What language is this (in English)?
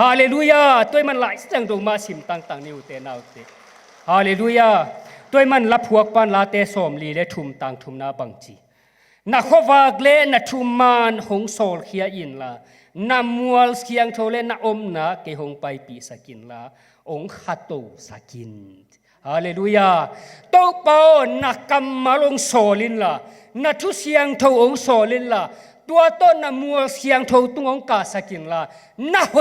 Tedim Chin